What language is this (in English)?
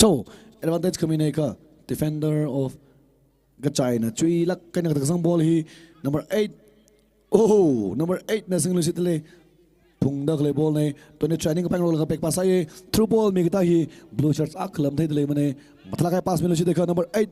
Tangkhul Naga (India)